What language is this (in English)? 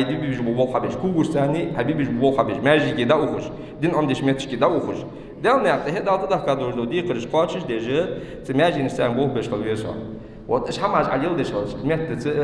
Ingush